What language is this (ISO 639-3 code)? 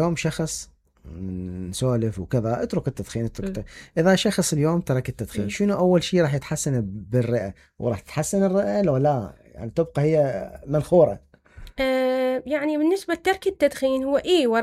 acm